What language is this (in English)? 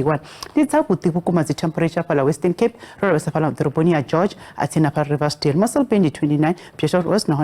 Venda